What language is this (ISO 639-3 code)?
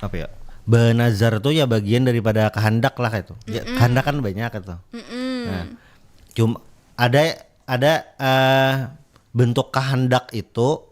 bjn